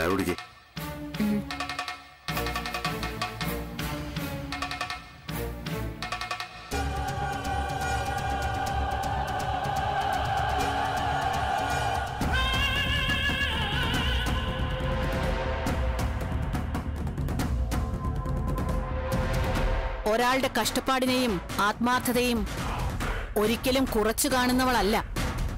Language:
Malayalam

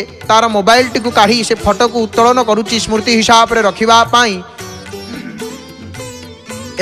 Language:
Odia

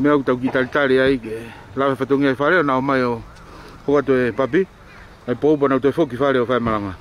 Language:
Tongan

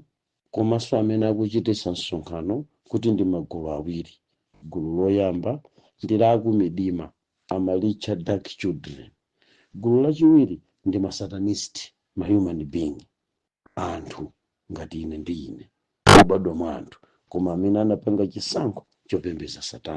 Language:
Nyanja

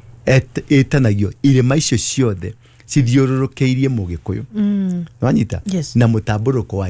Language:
Kikuyu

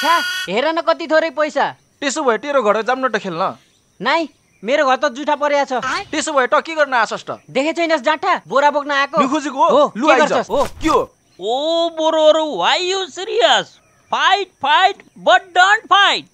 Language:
Nepali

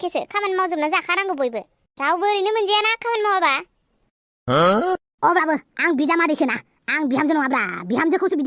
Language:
Bodo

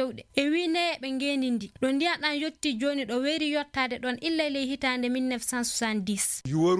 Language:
Fula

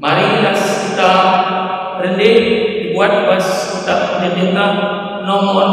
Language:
Batak Karo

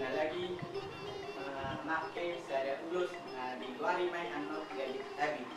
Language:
Batak Toba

